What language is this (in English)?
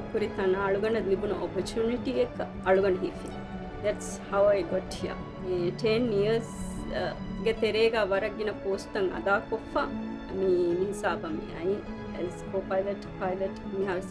Divehi